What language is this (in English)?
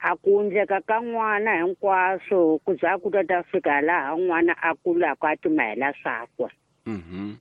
Tsonga